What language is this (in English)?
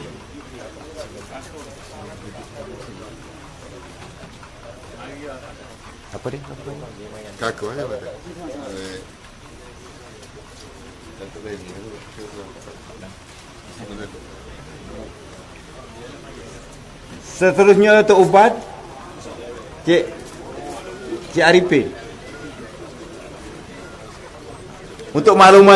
Malay